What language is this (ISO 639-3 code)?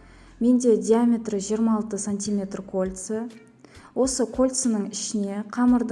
kaz